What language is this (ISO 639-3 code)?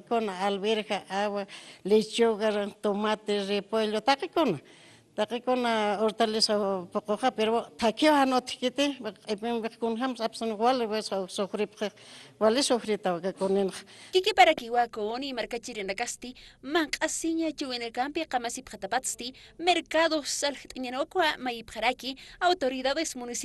aym